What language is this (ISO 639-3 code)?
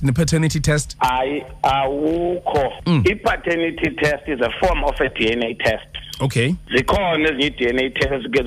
xho